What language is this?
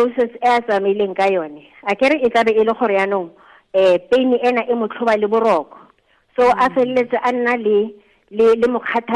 Tswana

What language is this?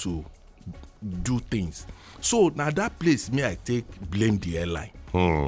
Nigerian Pidgin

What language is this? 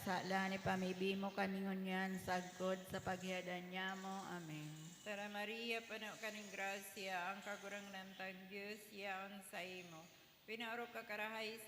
Bikol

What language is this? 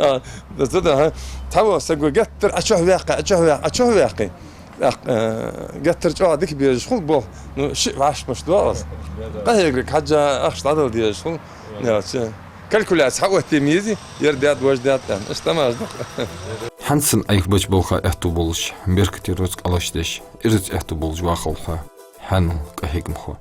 Ingush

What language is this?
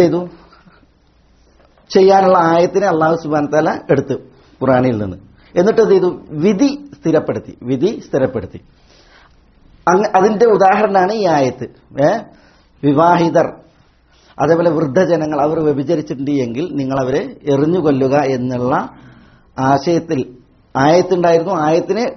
Malayalam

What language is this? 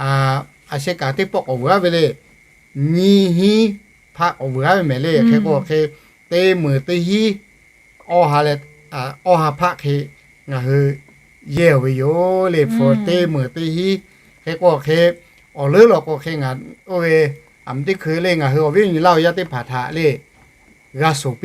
Lahu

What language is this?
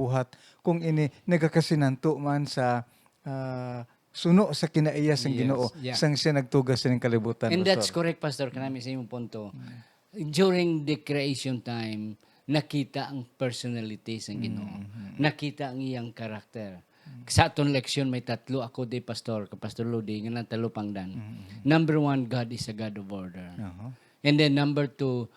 Hiligaynon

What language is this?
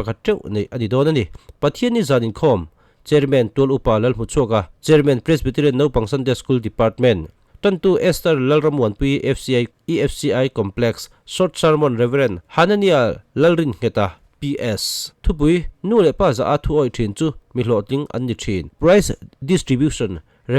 Mizo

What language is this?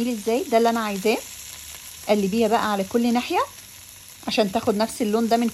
Egyptian Arabic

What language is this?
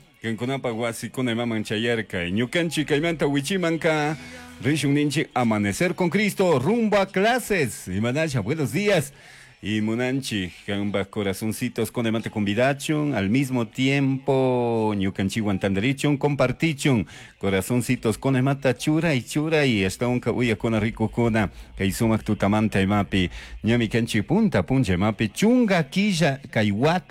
Chimborazo Highland Quichua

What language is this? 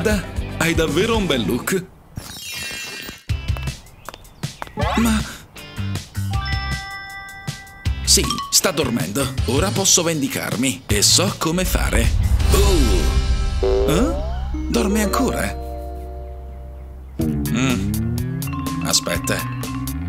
Italian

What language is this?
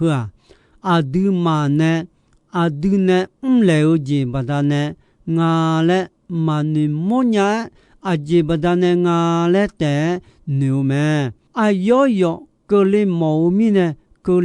Akha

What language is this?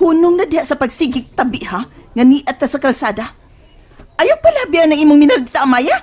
Cebuano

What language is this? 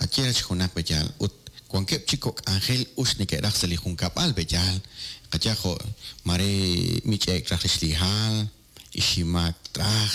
Kekchí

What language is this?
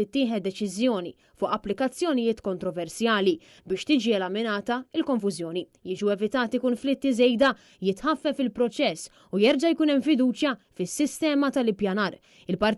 Maltese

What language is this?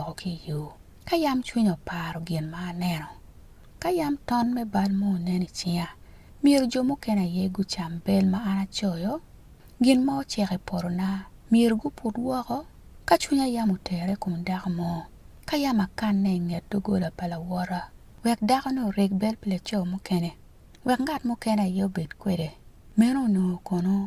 Acoli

